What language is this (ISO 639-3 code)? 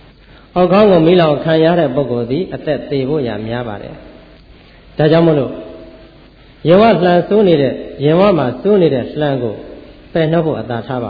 mya